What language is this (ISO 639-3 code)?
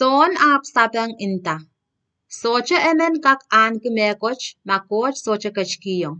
pon